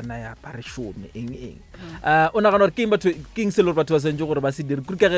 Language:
Northern Sotho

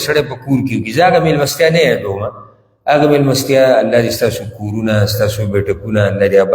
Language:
Pashto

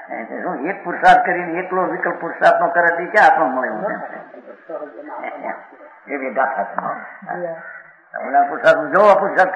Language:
Gujarati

